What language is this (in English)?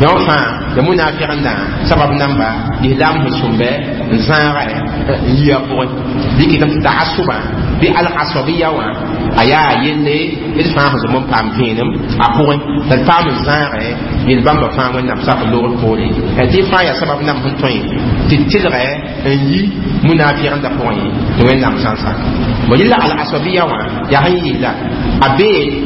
Mossi